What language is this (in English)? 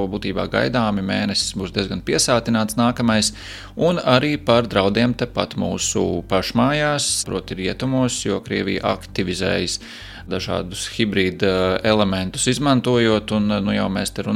Latvian